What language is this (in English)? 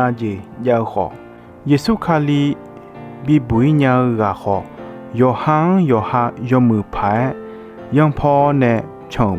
Akha